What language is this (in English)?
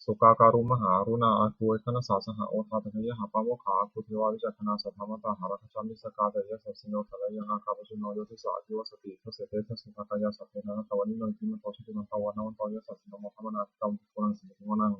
Pali